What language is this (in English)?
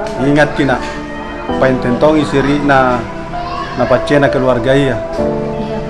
Makassar Malay